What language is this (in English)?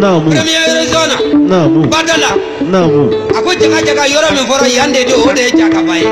Bambara